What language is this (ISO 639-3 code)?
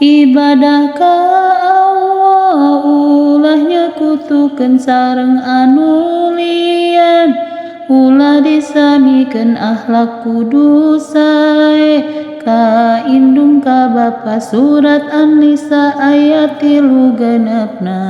sun